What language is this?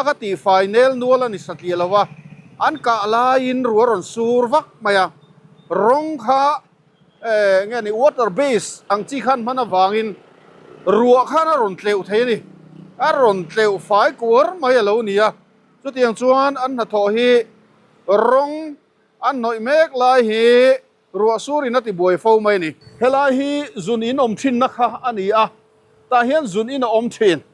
Mizo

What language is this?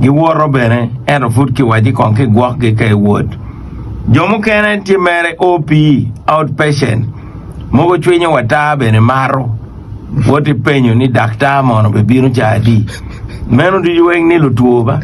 Acoli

